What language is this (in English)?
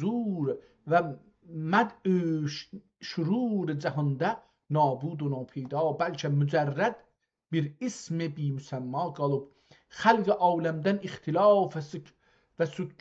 South Azerbaijani